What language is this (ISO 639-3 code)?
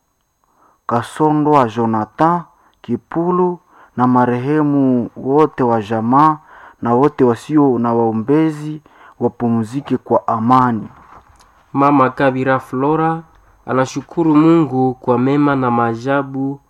swa